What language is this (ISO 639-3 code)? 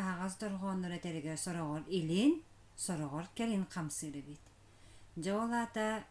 sah